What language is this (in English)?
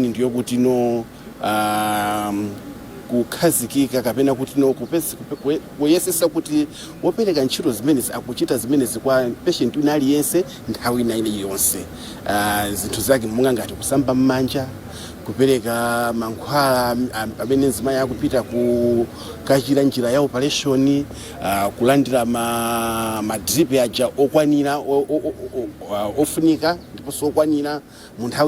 Nyanja